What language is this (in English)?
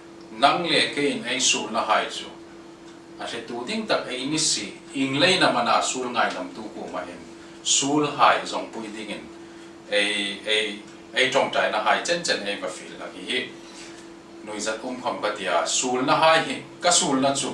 Hmar